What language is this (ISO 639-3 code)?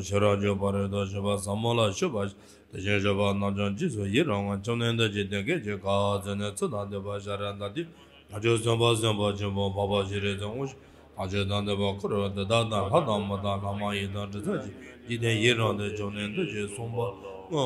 bod